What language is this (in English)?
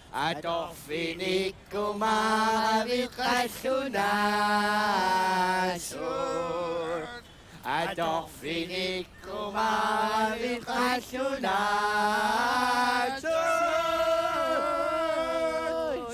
Kalaallisut